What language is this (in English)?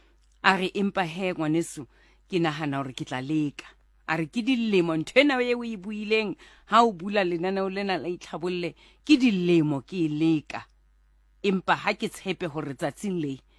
Southern Sotho